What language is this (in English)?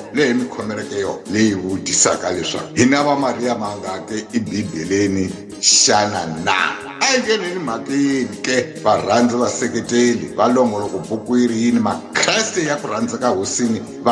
Tsonga